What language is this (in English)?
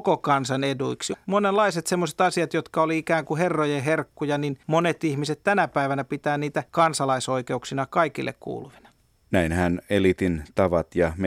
Finnish